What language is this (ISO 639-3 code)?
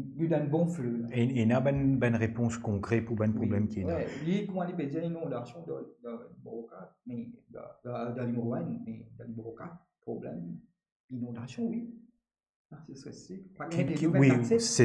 mfe